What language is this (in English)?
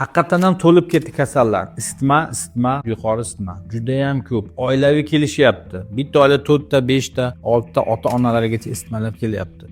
Uzbek